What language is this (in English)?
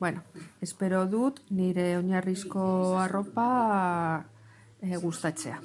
Basque